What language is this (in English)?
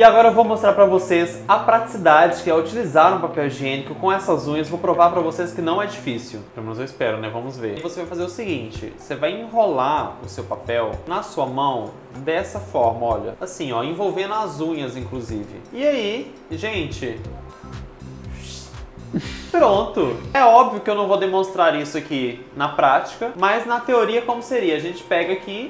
Portuguese